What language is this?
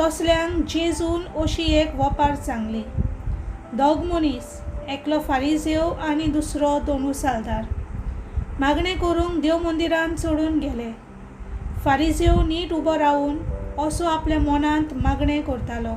Konkani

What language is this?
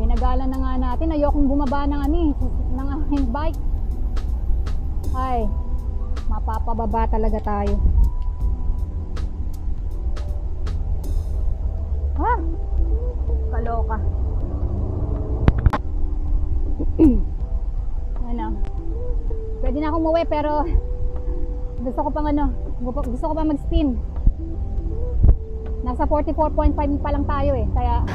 Filipino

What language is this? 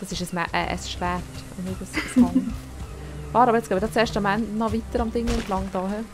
Swiss German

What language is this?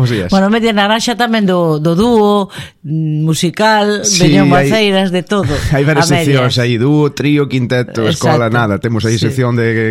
Galician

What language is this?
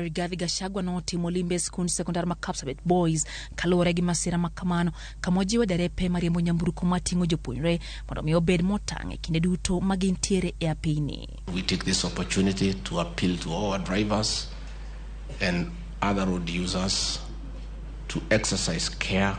Luo (Kenya and Tanzania)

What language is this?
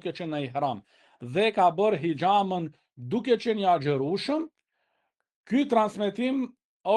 Albanian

